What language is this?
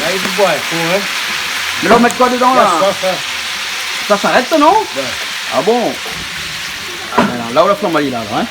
Réunion Creole French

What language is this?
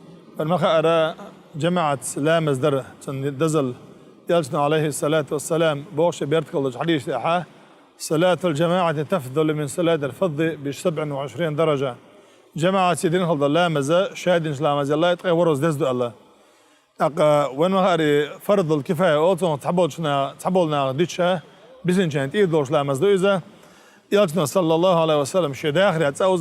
Chechen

